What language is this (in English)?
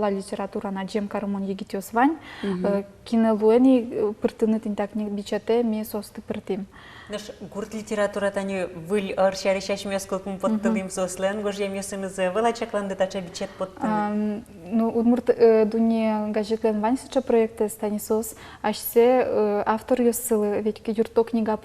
Udmurt